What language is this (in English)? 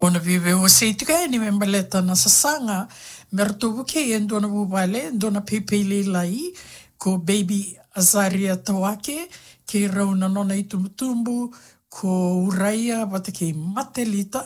Fijian